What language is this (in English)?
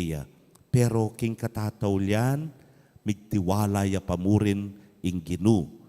Pampanga